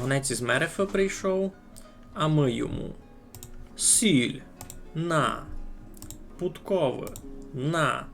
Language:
Rusyn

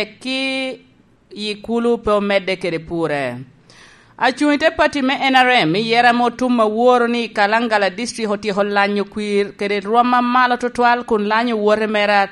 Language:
Lango (Uganda)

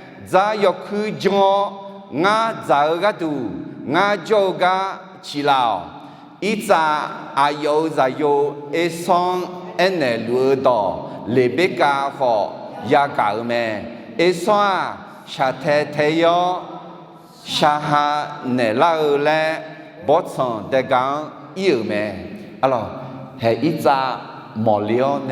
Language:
Akha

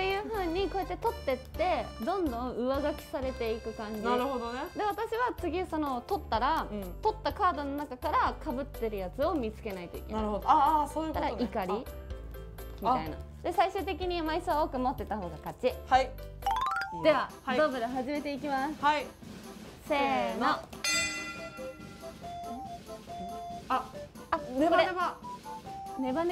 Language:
Japanese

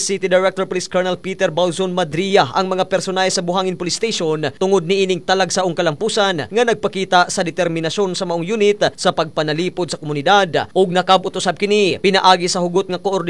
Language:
Cebuano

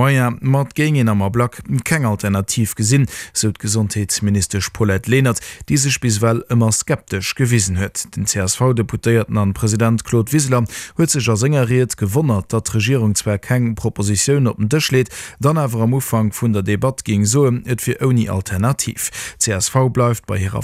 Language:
Luxembourgish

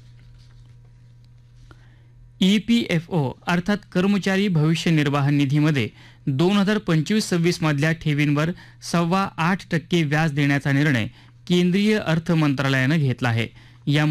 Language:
Marathi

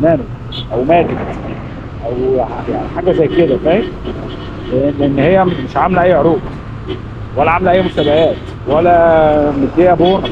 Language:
Egyptian Arabic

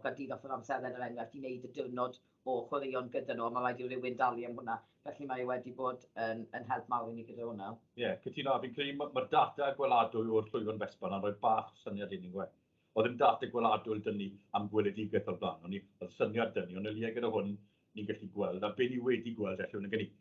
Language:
Welsh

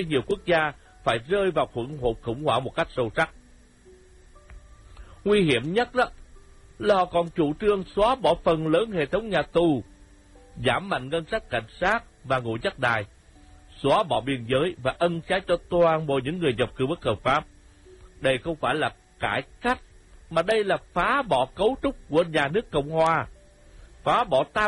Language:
Vietnamese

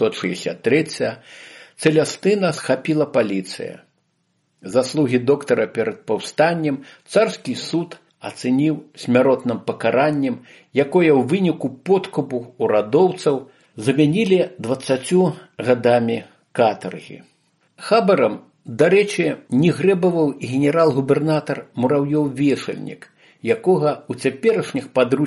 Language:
Belarusian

